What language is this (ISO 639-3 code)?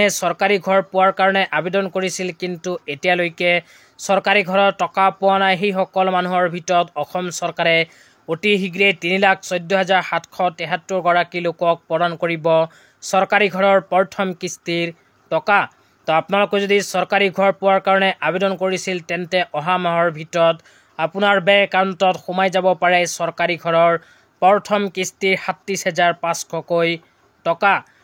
asm